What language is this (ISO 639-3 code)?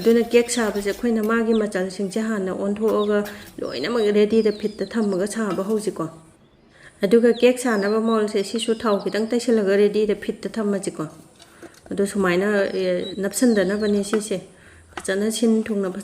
mni